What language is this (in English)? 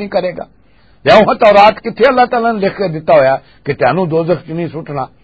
Western Panjabi